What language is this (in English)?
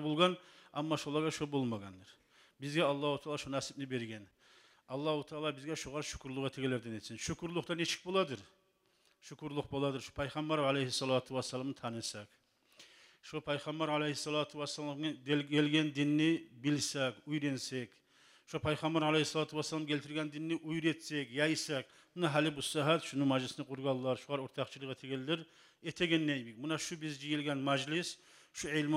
Kumyk